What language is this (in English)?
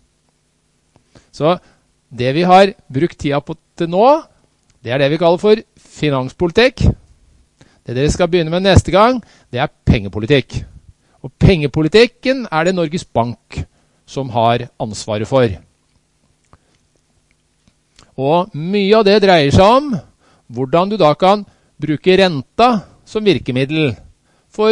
Norwegian